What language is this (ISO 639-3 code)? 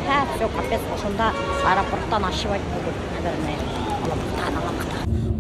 bak